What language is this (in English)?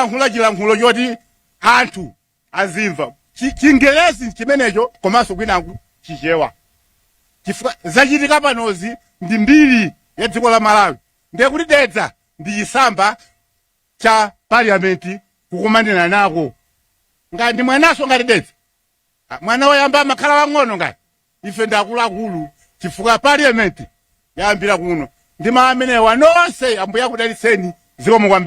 Nyanja